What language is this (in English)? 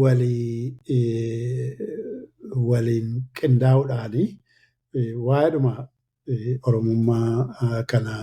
Oromo